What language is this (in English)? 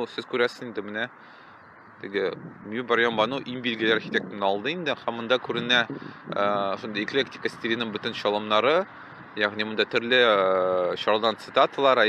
Tatar